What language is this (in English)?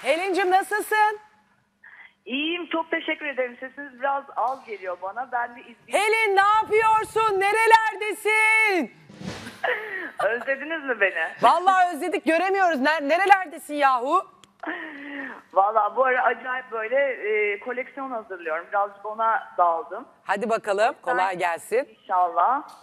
Turkish